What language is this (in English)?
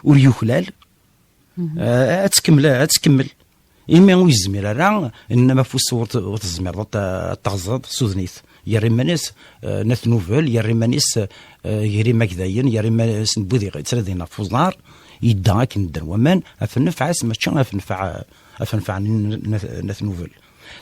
Kabyle